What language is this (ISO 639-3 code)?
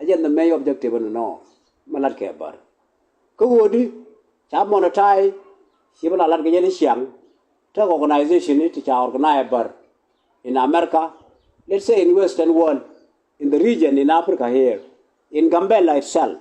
nus